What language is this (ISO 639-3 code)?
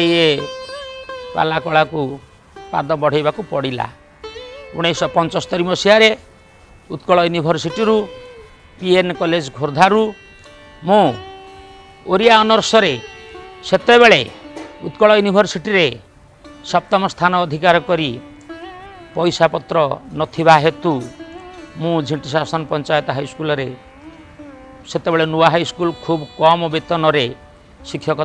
ori